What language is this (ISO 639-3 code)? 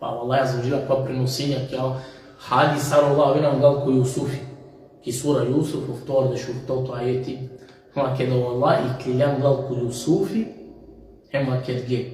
rmn